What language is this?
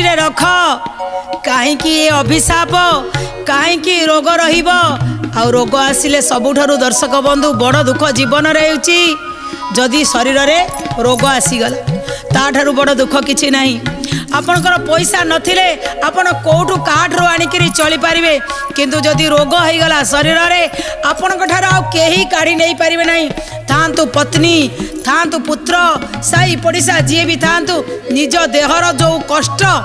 Odia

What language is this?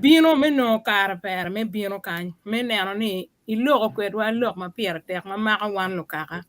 Acoli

